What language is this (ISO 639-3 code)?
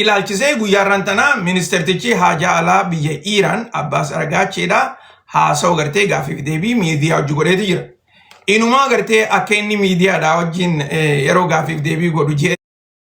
orm